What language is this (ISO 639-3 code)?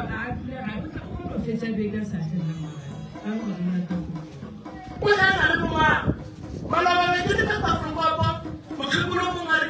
nso